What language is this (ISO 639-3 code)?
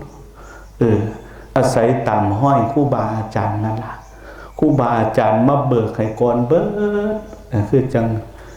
lao